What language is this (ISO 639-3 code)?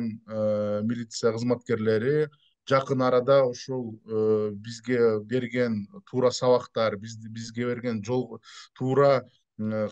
kir